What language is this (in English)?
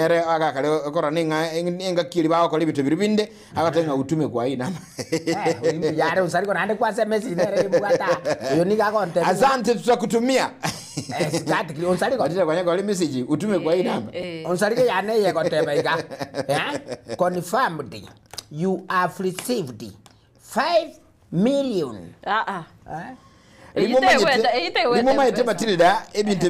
Gusii